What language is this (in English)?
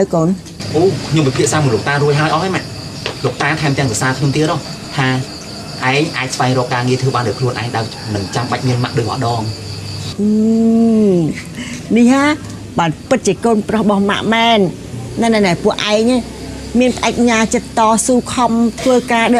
Khmer